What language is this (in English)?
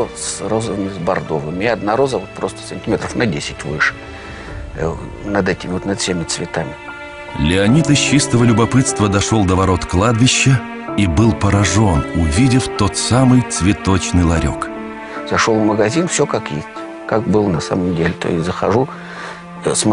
Russian